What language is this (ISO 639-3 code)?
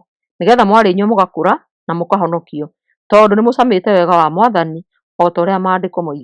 kik